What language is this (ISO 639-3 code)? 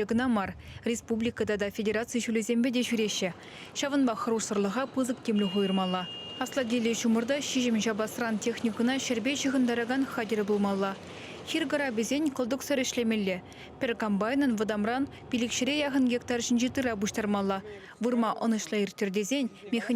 chv